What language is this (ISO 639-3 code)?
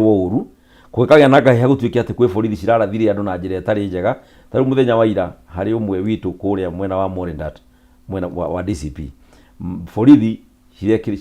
kik